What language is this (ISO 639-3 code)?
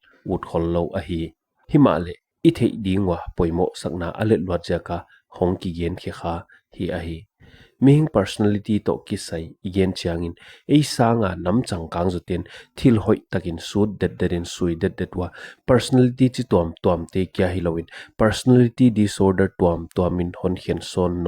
pck